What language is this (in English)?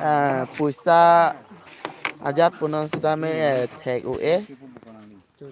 Karbi